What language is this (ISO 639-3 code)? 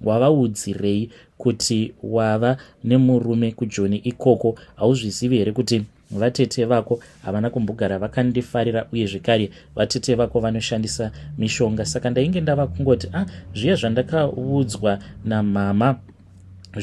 sna